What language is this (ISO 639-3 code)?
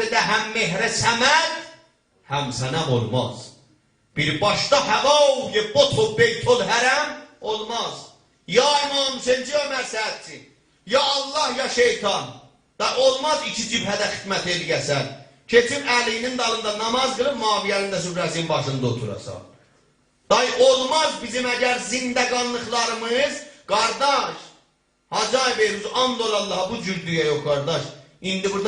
azb